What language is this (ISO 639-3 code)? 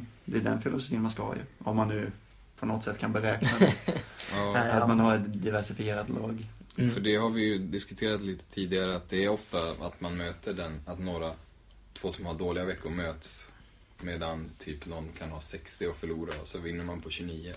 swe